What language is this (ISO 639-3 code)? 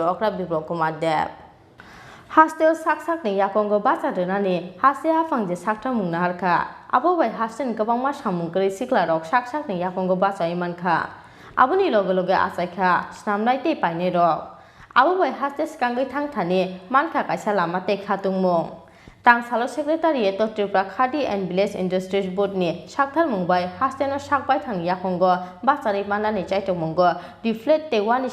trp